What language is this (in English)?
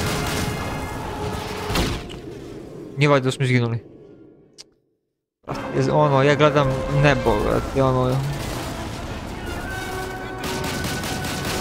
Croatian